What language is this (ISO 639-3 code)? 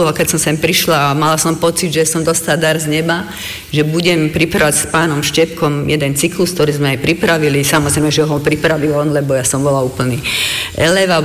slk